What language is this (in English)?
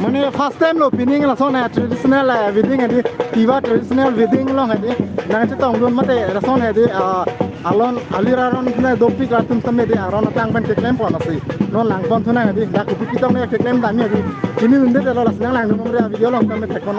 Karbi